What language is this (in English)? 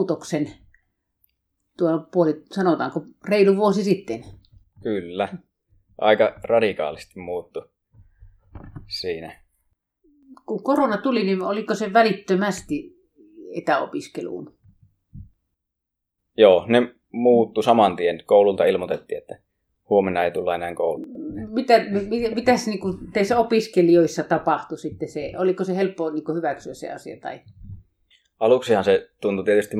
Finnish